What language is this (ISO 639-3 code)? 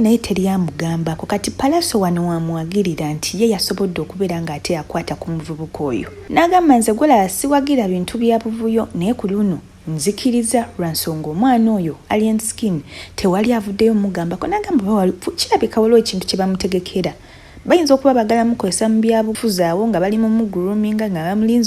lug